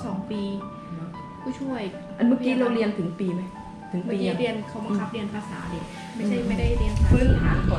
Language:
Thai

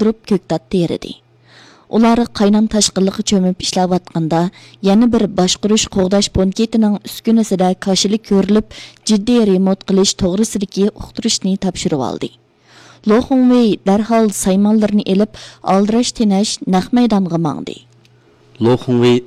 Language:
Uyghur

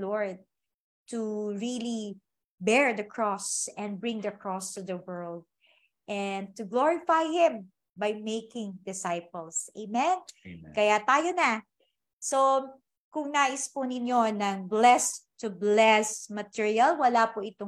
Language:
Filipino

